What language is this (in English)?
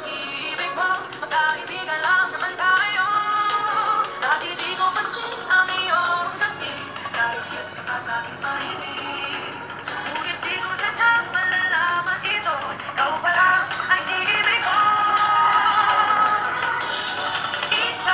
Filipino